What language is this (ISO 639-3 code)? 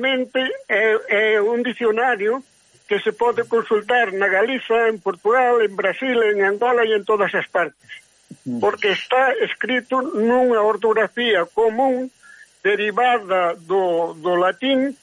glg